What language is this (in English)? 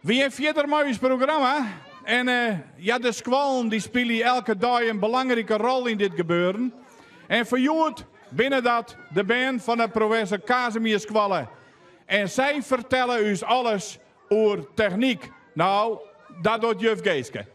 Western Frisian